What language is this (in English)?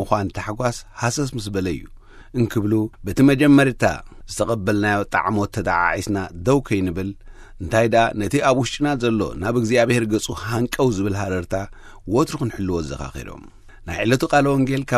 Tigrinya